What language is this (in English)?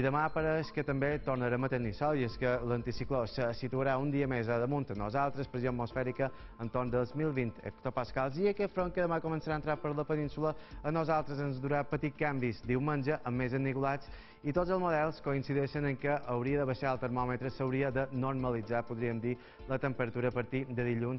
Catalan